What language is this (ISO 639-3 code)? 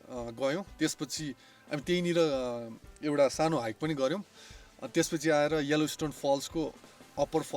nep